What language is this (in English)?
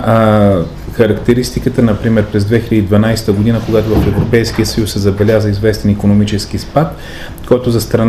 Bulgarian